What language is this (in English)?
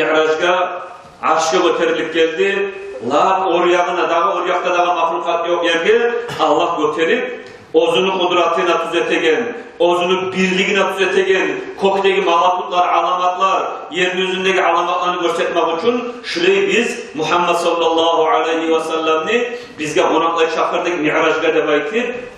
Kumyk